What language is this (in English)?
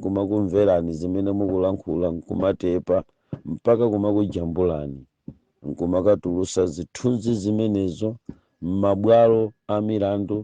Nyanja